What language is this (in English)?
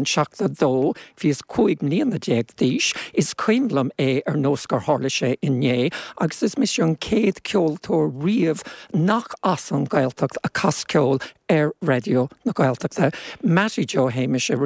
Irish